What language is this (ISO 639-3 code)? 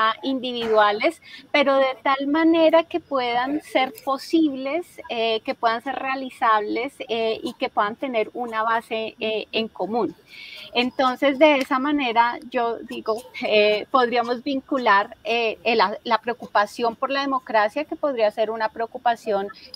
spa